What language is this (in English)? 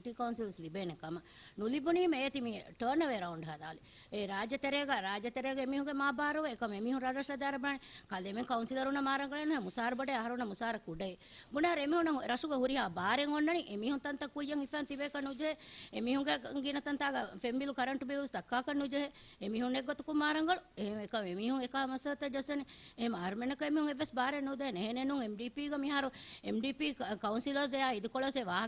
Divehi